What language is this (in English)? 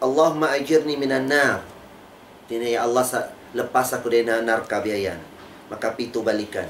Tausug